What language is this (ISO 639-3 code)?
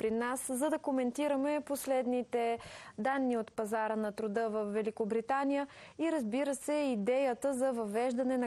bul